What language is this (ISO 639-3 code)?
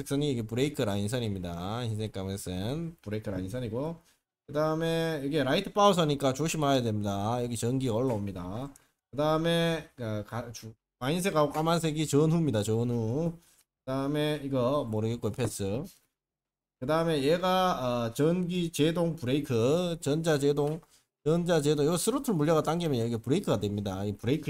kor